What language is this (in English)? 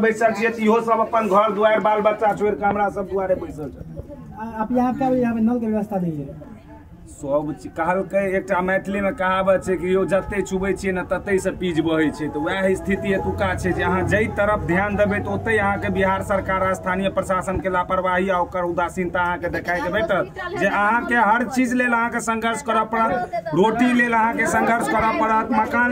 Maithili